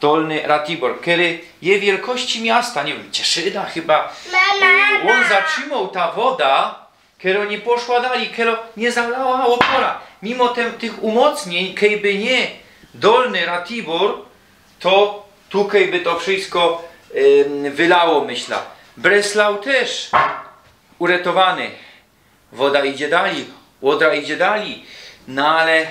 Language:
Silesian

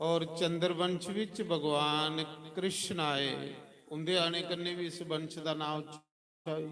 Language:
Dogri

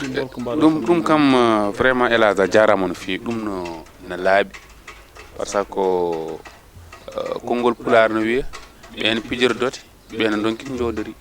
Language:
Fula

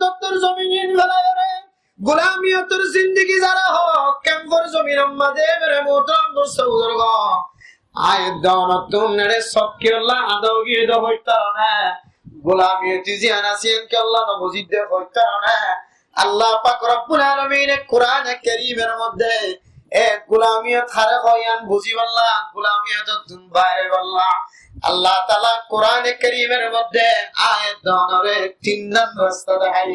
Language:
Rohingya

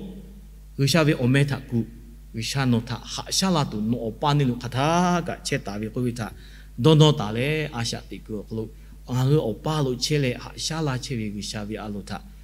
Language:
Lahu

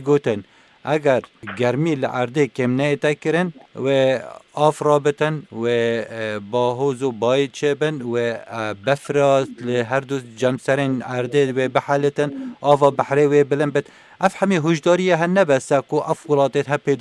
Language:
Kurdish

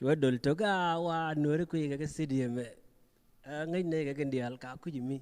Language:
Nuer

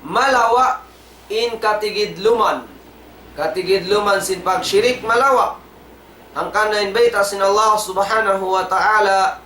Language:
Tausug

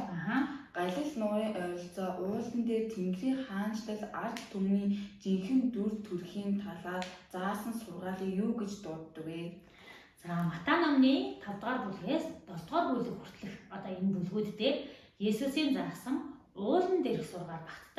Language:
Mongolian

